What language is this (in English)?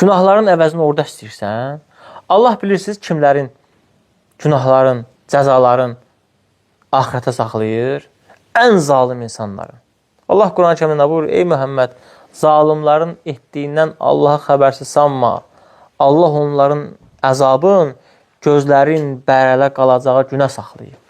Azerbaijani